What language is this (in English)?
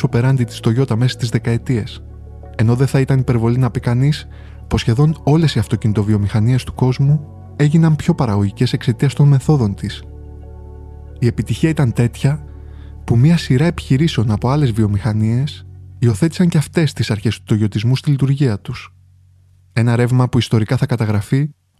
Greek